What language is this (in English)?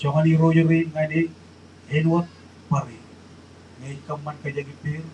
Marshallese